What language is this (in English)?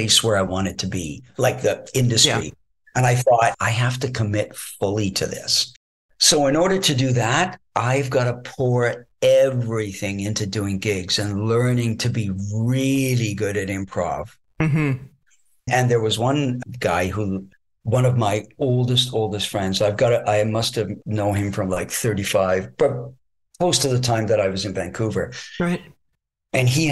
English